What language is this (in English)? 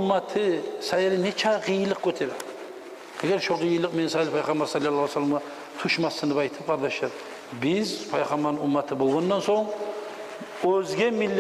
Kumyk